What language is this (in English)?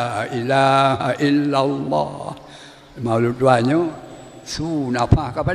Achinese